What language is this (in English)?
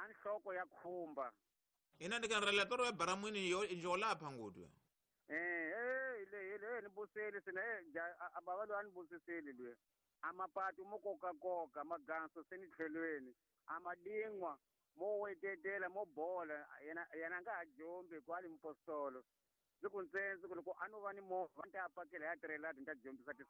Tsonga